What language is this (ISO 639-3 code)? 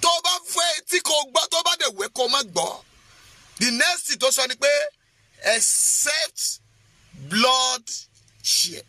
yor